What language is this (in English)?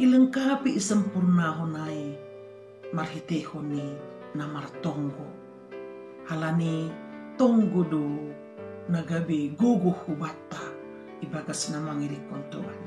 Batak Simalungun